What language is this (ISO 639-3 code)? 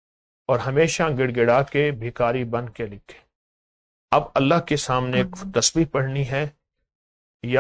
urd